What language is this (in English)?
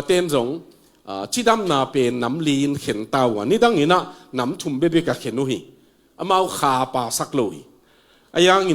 Tedim Chin